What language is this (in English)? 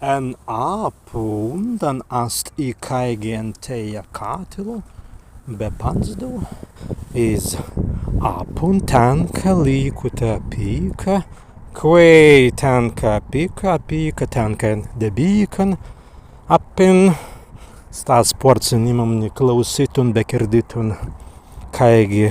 Prussian